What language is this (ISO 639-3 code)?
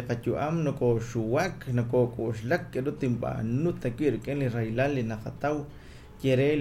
kek